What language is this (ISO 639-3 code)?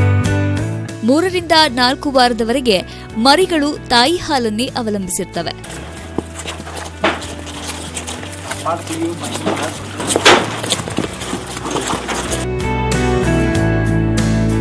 kan